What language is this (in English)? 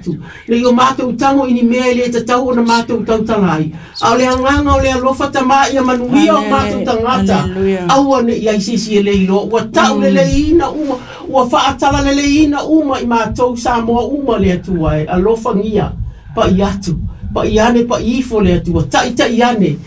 Samoan